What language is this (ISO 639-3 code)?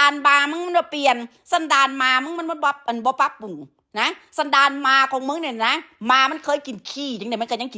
tts